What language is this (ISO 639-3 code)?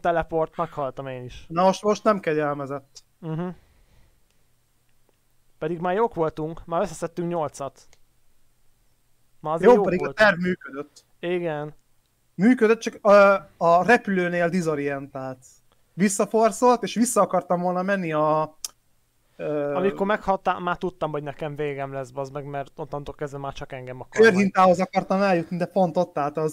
hun